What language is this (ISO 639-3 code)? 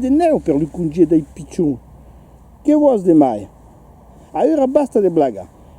oci